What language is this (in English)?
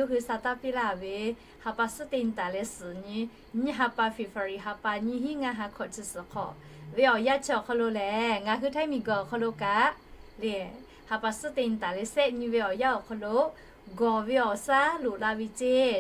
Lahu